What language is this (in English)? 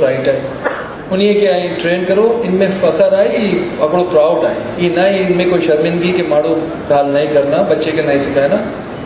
Urdu